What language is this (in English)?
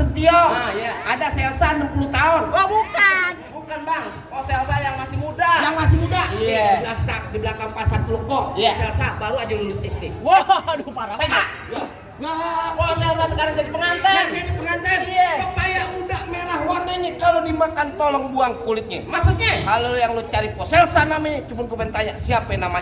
Betawi